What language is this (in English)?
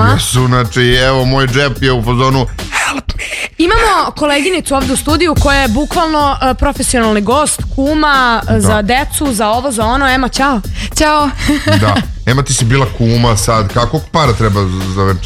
Serbian